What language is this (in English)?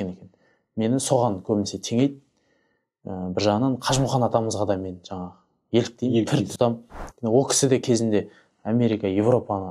Kazakh